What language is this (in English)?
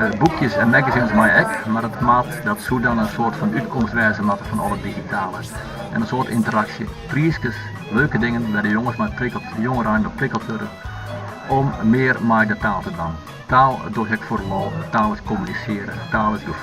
Western Frisian